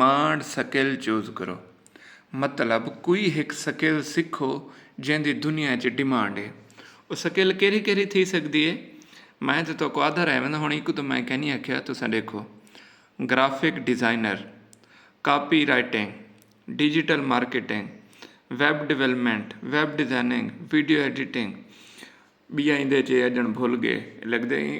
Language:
Saraiki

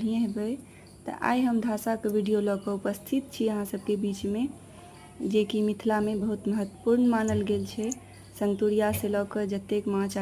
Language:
Maithili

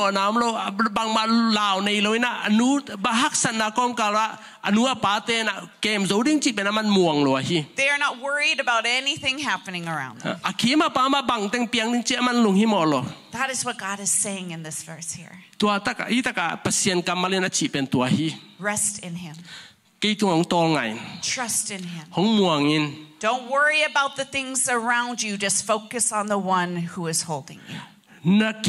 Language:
Tedim Chin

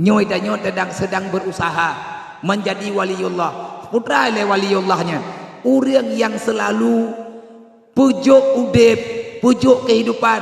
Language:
Achinese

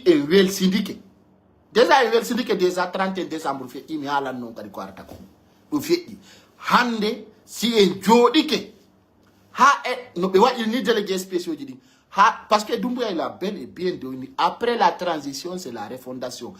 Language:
Pular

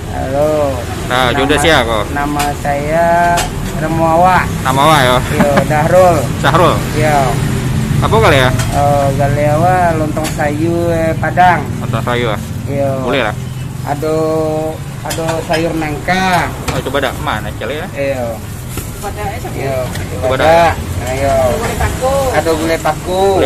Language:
Minangkabau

